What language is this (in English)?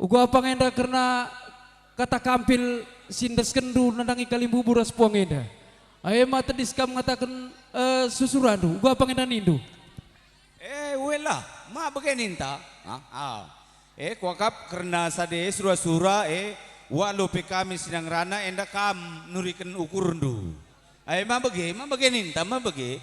Batak Karo